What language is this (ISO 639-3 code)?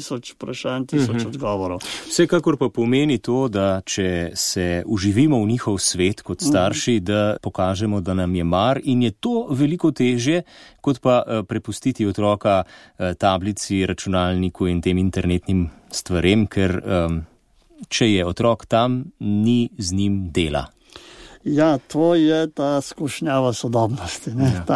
slv